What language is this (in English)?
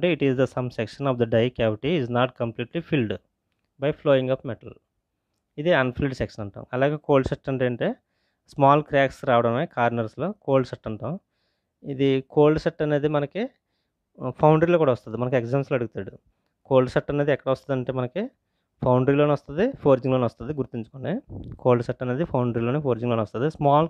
Telugu